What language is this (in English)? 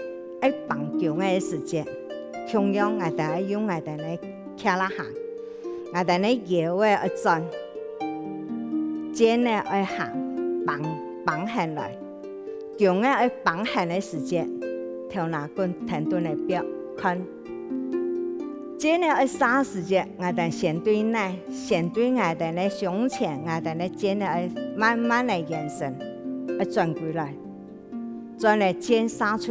Hakka Chinese